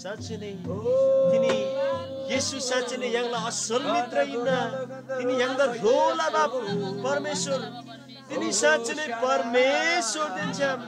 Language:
Eastern Tamang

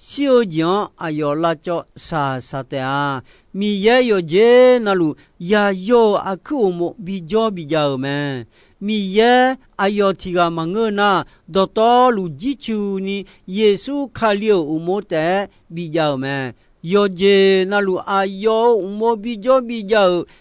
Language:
Akha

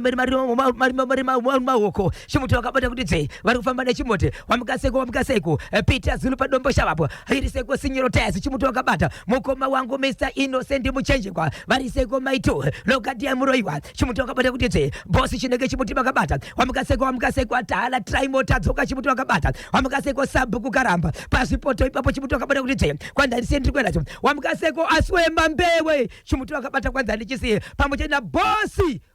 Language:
Shona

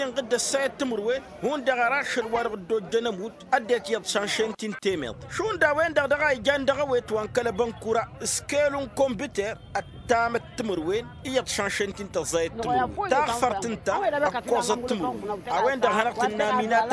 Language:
Tamasheq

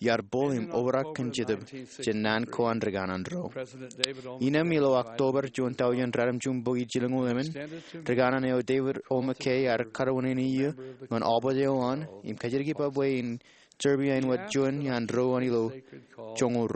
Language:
Marshallese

